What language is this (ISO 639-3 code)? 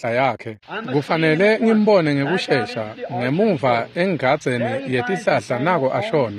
ssw